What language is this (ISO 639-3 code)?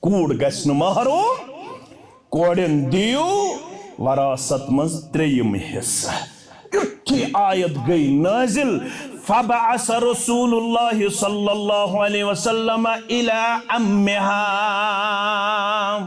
kas